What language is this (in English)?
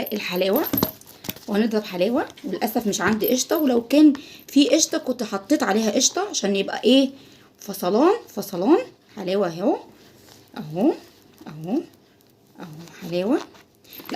Egyptian Arabic